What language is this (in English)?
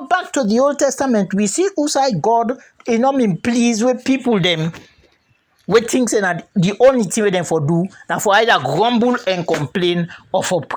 Krio